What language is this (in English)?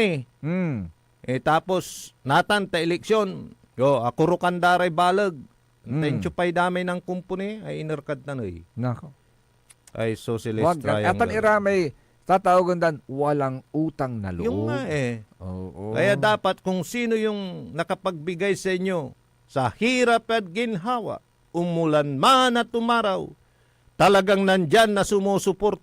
Pangasinan